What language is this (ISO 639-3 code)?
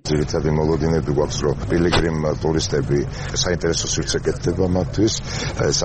kat